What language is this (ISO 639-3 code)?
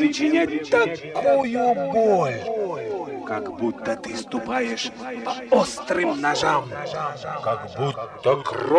rus